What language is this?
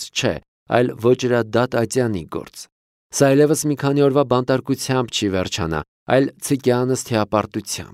Armenian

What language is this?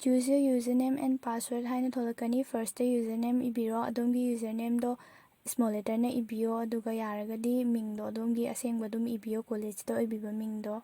Manipuri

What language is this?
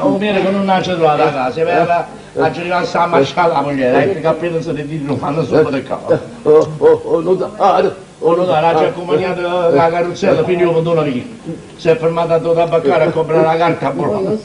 Neapolitan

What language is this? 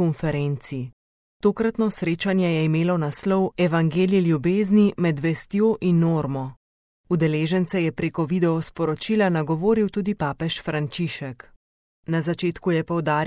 Slovenian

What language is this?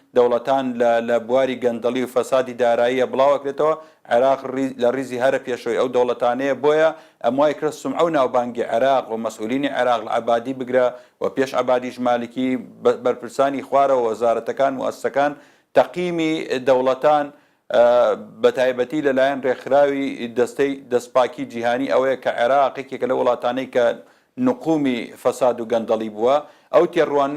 Central Kurdish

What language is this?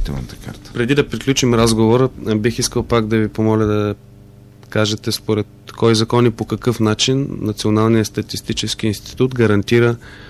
Bulgarian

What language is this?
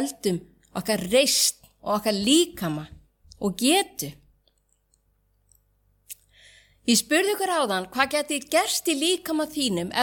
Icelandic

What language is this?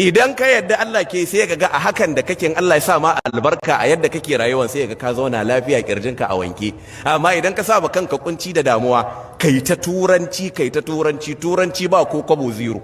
Hausa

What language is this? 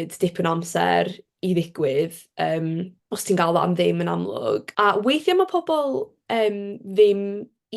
Welsh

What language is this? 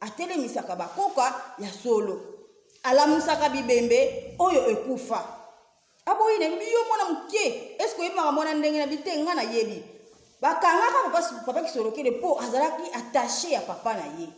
Lingala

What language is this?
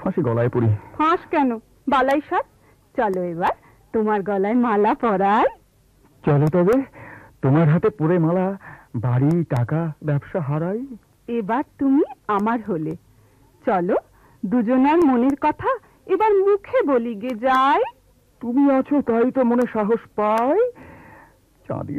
Bangla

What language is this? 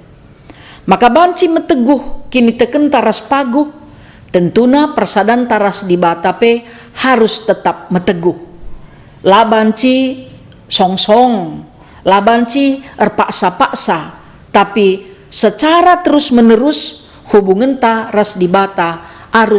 Batak Karo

